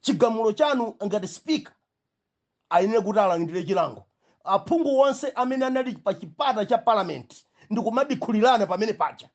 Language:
Nyanja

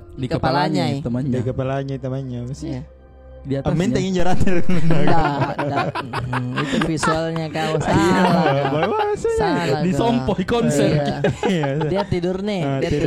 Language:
Makassar Malay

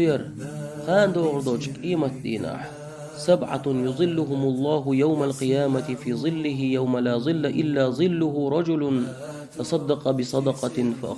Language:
Chechen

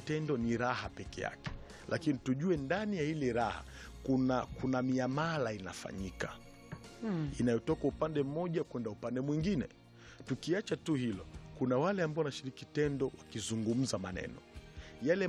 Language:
Swahili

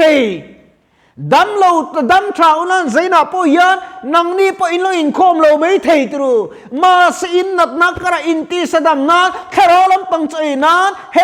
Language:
Mizo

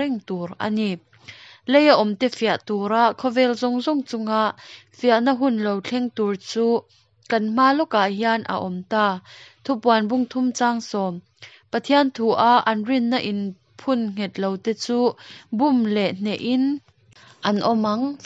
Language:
Mizo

